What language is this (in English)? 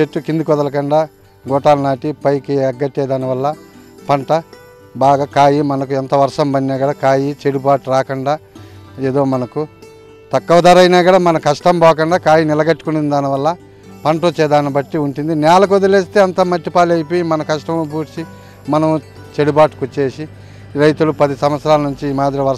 Telugu